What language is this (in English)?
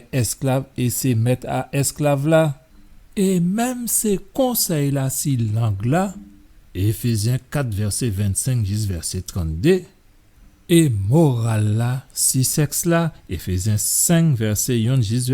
Guadeloupean Creole French